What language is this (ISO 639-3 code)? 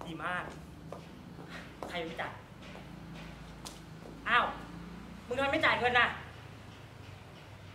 tha